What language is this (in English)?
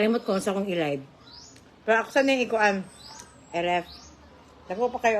Cebuano